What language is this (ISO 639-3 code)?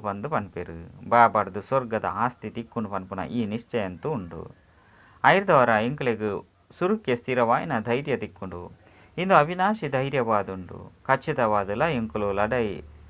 tcy